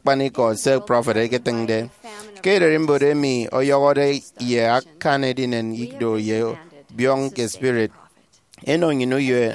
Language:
Efik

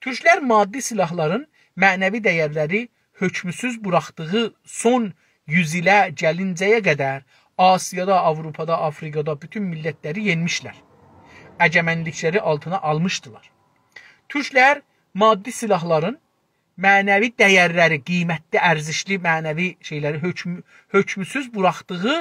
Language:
South Azerbaijani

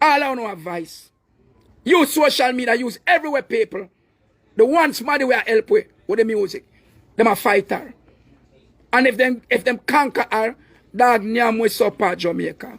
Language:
Jamaican Creole English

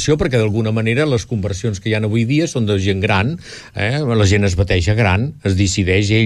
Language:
Catalan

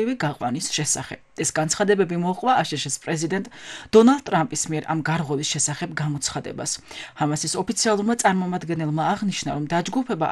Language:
Georgian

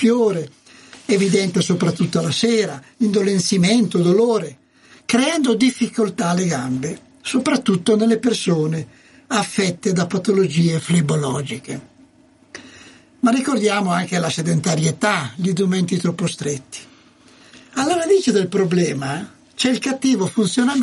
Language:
Italian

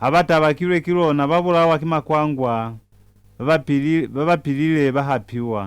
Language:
Lozi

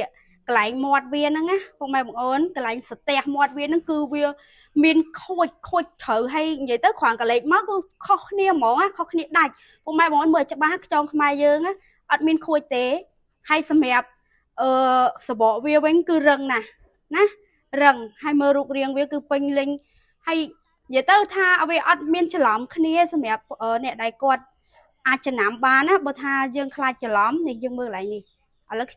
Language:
Khmer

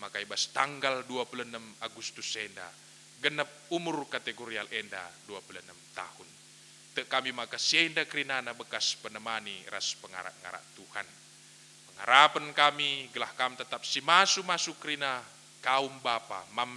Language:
Batak Karo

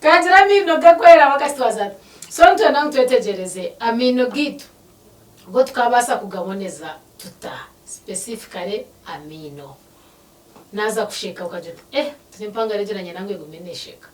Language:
Nyankole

